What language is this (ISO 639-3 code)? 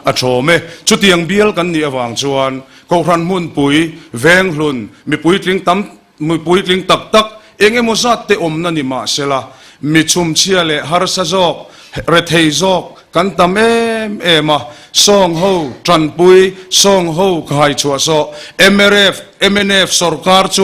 lus